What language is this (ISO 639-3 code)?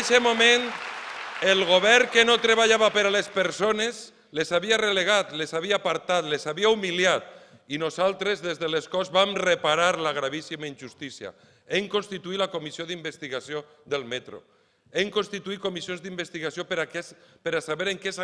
cat